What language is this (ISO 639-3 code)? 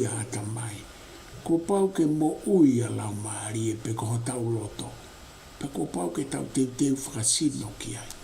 ton